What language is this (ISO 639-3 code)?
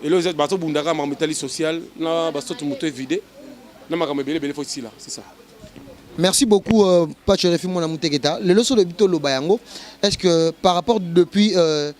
lin